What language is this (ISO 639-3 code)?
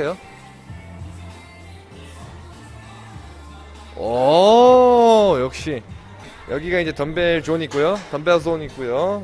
kor